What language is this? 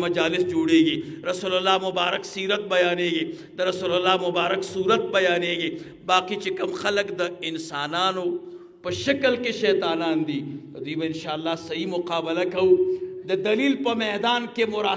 Pashto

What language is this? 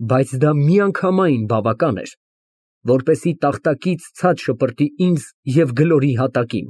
Armenian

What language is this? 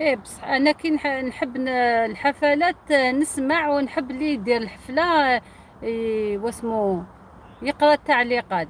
Algerian Arabic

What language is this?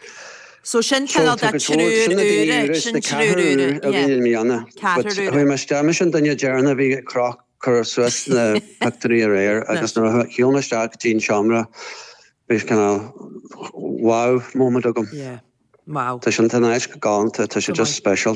Irish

